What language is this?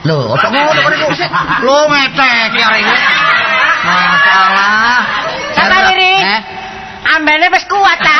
Javanese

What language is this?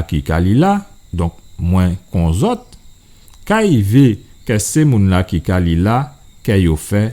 Guadeloupean Creole French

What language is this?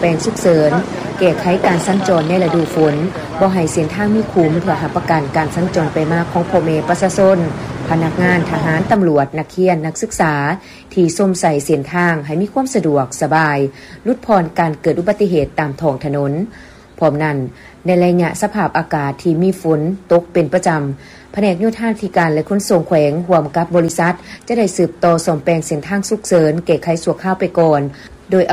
Lao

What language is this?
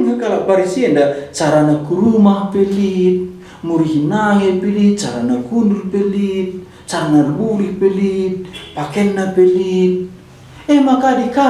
Batak Karo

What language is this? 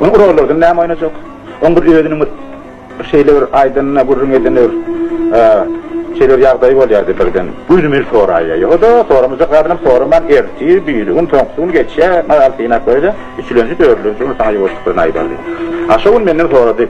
Turkmen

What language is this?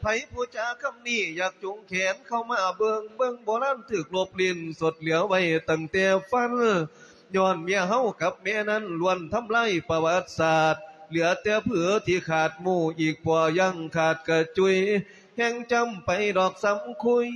Lao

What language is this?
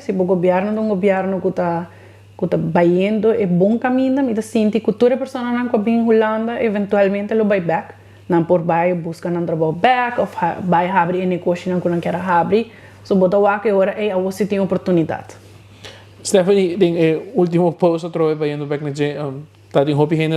Papiamento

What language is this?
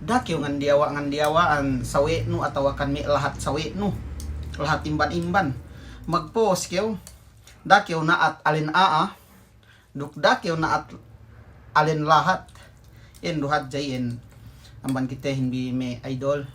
Yakan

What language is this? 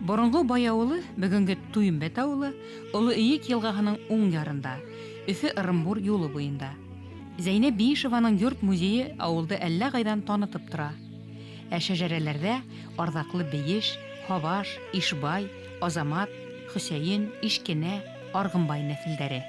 Bashkir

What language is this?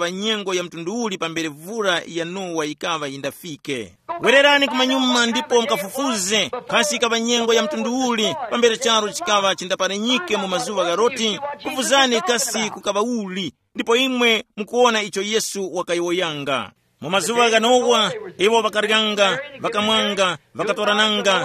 Tumbuka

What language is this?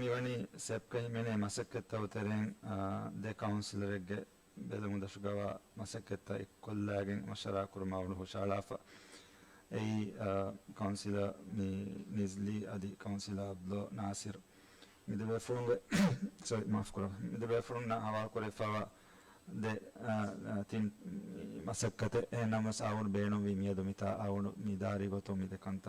Divehi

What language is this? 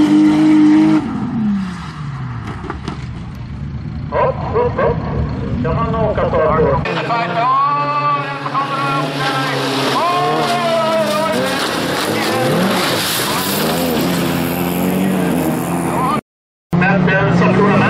Swedish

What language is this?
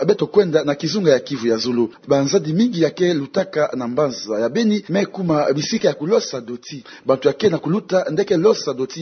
Kituba (Democratic Republic of Congo)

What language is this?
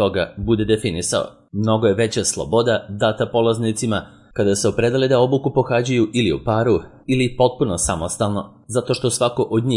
Serbian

